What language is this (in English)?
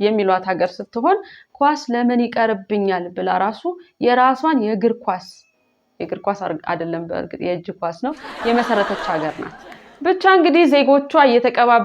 Amharic